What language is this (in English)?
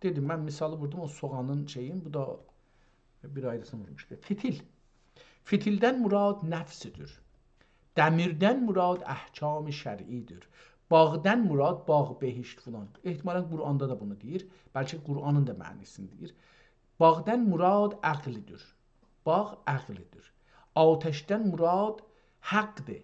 South Azerbaijani